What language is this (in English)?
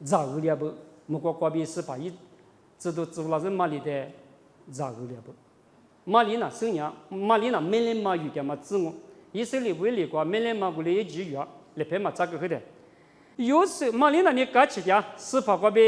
Lisu